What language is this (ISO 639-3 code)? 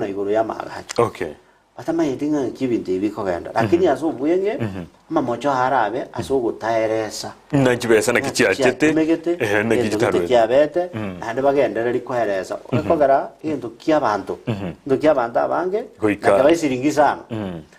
guz